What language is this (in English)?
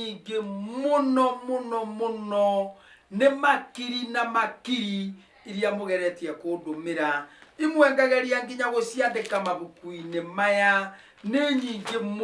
Kikuyu